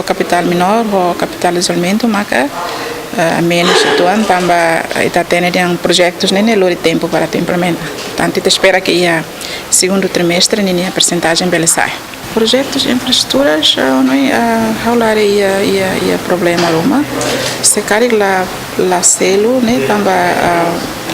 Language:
Tetum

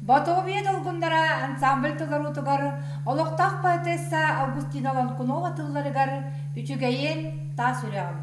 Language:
Yakut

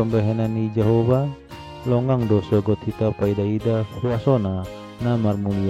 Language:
Batak Toba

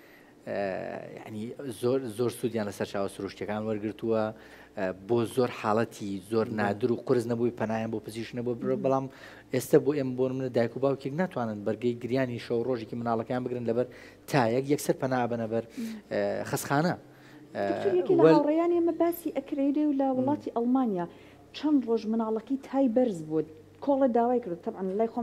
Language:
Central Kurdish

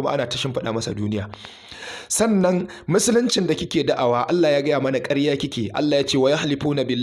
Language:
Hausa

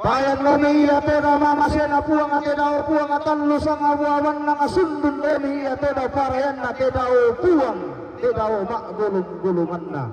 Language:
Toraja-Sa'dan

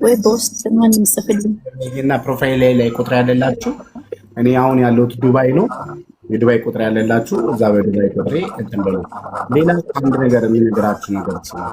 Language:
Amharic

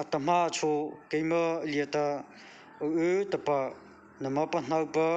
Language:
Mara Chin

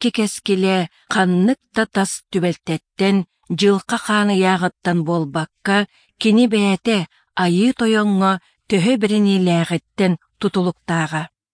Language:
Yakut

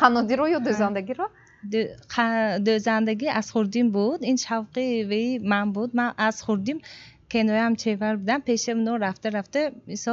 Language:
Tajik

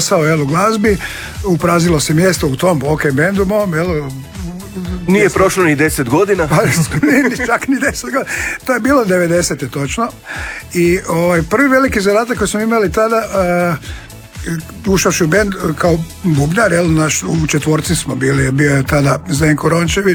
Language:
Croatian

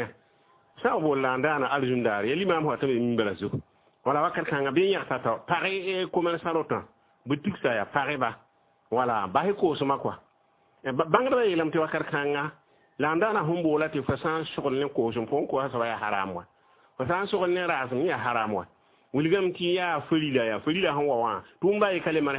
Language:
Mossi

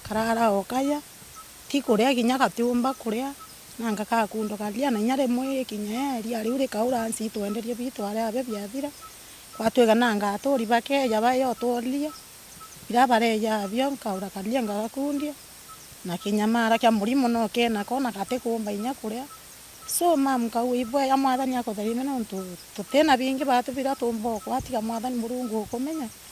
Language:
Meru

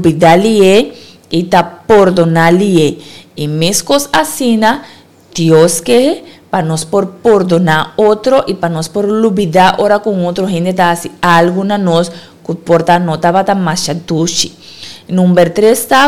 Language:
Papiamento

